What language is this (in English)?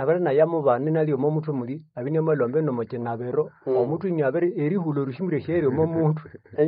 Nande